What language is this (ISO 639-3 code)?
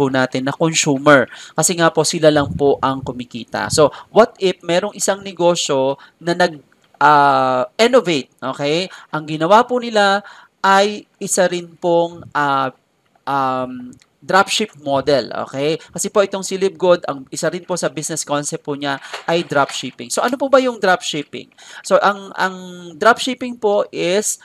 fil